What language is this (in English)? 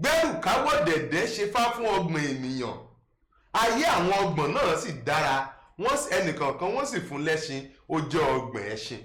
Yoruba